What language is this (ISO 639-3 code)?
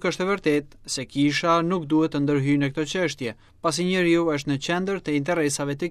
sqi